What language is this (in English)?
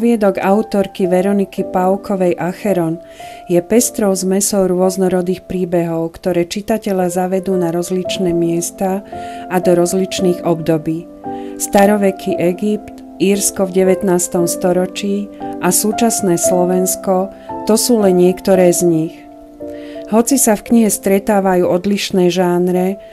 Slovak